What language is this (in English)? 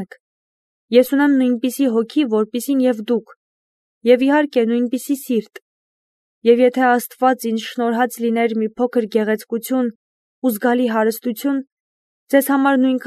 Armenian